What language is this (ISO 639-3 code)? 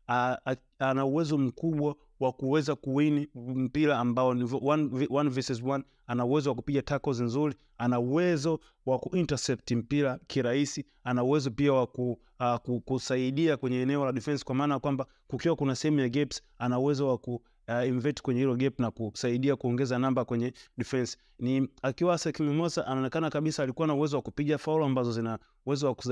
swa